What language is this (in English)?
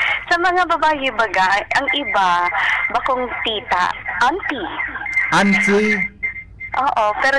Bikol